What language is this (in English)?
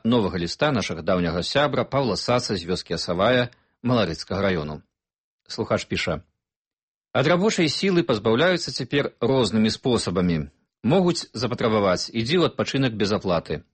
Belarusian